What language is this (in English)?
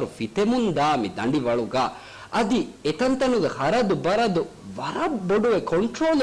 Divehi